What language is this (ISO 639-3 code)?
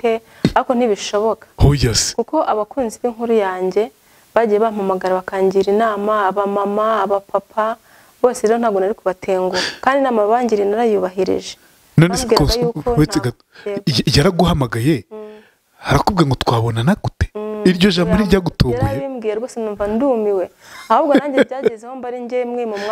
kin